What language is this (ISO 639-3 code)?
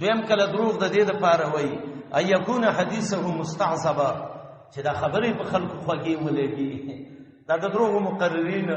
pus